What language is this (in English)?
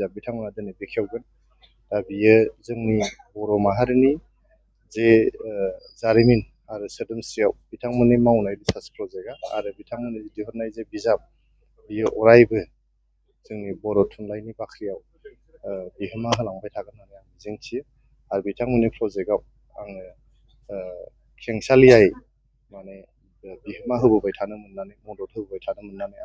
Bodo